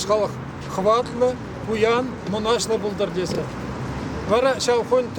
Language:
Chuvash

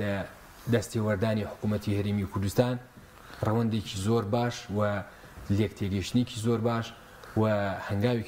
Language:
Central Kurdish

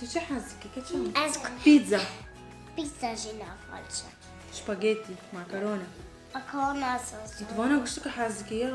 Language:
Kurdish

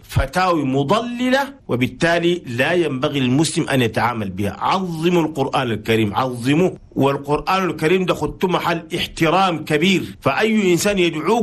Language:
Chadian Arabic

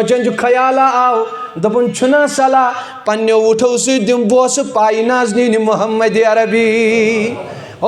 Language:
Kashmiri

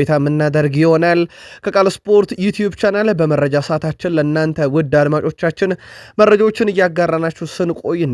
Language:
Amharic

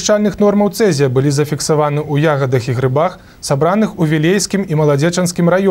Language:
Belarusian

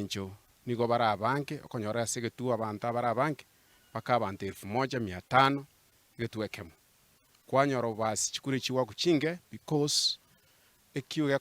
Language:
Gusii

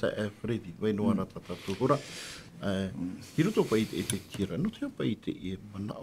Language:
Tahitian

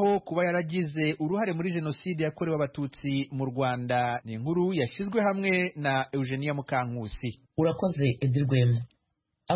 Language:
Kinyarwanda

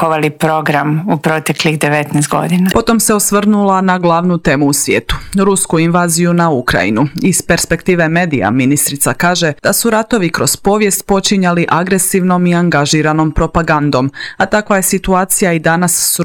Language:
Croatian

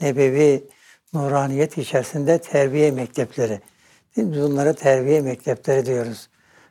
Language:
Turkish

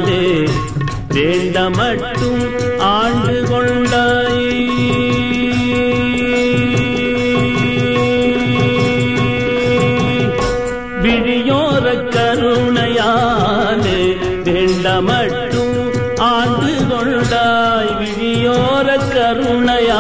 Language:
Tamil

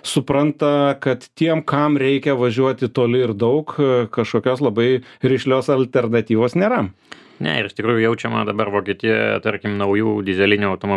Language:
Lithuanian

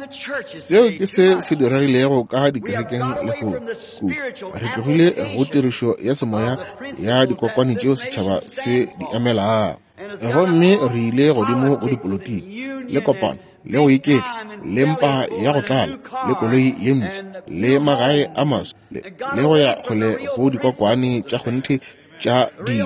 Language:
Northern Sotho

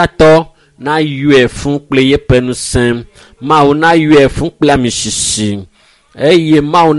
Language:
Ewe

